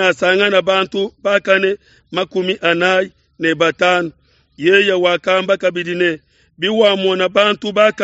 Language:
Luba-Lulua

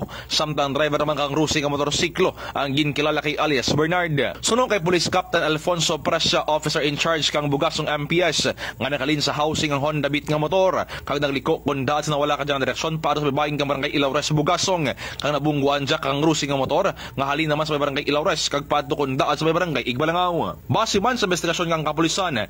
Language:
Kinaray-a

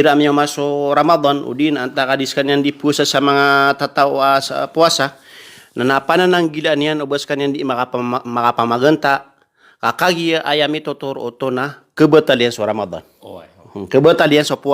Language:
Maranao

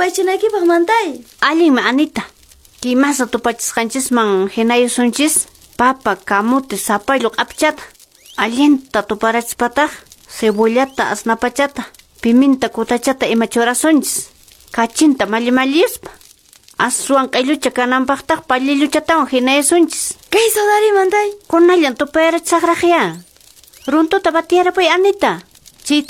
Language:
Quechua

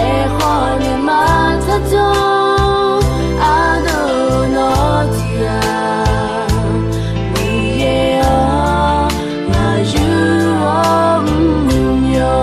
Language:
Akha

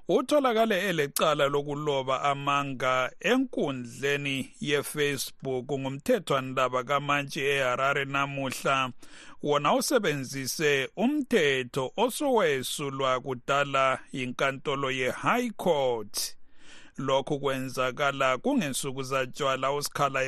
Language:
North Ndebele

